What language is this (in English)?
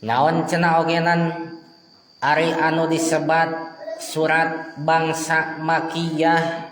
Sundanese